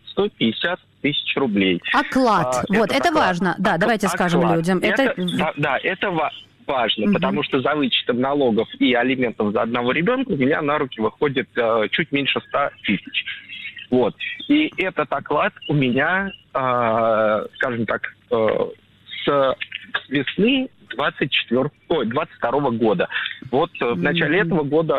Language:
Russian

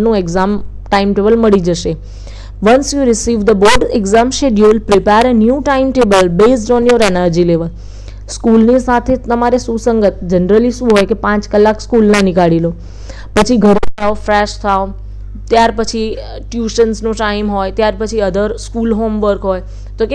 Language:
Gujarati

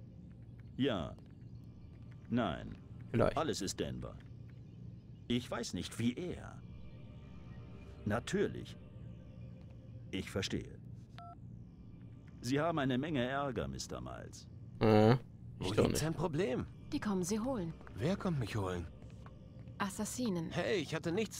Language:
German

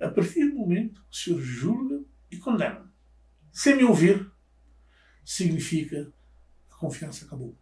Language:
Kabuverdianu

